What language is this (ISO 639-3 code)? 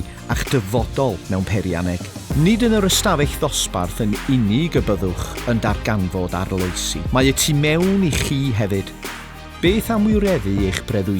cym